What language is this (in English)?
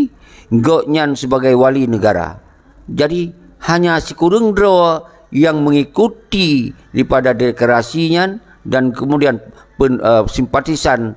Achinese